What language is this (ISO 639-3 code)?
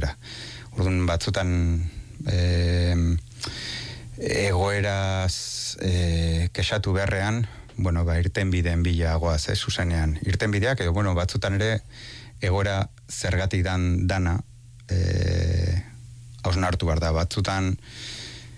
eus